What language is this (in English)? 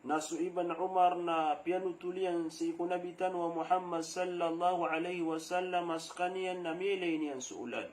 Maranao